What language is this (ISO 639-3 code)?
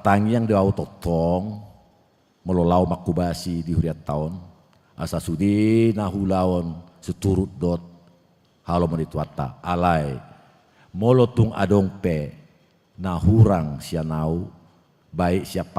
bbc